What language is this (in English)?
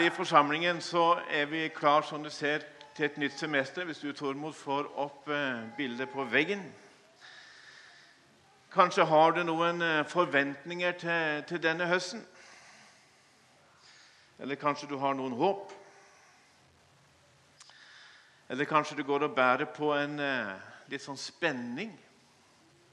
Norwegian